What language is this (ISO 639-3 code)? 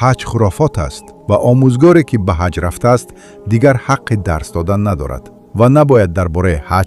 tgk